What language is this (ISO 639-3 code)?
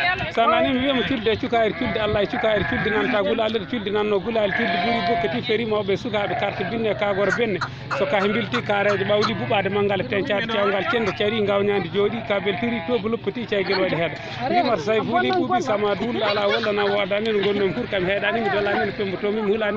ful